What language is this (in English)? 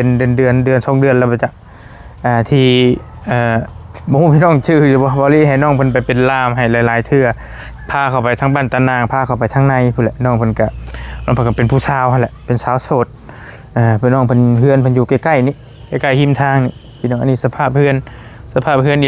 Northeastern Thai